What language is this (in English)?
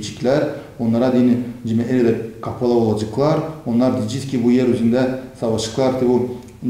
Gagauz